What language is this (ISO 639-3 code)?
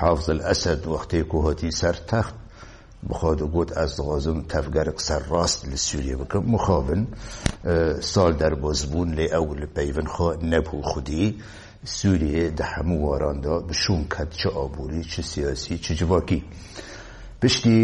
kur